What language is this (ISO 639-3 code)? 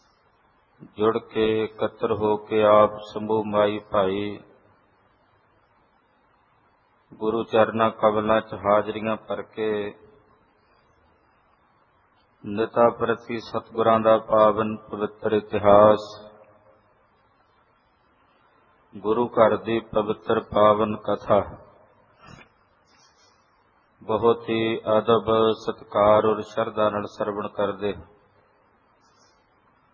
pan